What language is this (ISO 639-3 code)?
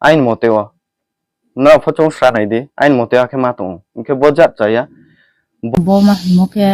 ria